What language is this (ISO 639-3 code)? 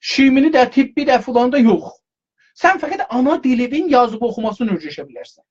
azb